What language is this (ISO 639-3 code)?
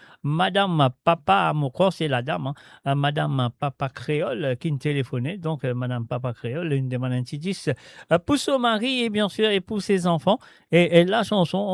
mfe